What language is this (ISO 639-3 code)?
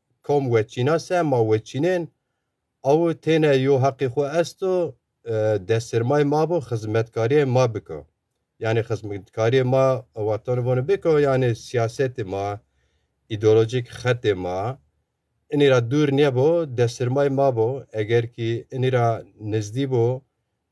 zza